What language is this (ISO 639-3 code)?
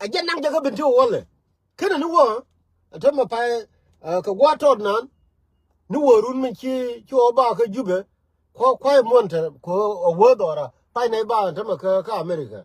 nus